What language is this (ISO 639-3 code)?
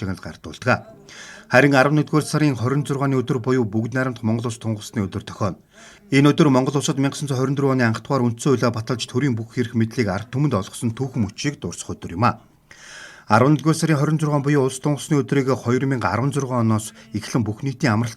mon